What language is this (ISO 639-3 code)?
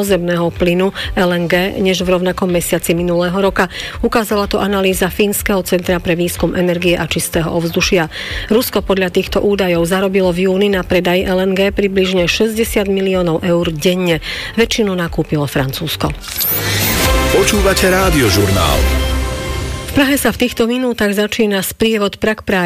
slk